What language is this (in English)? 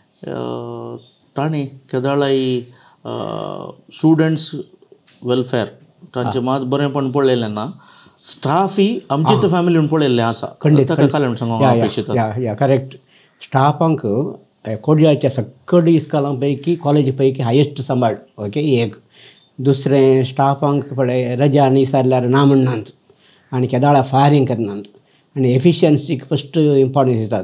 Konkani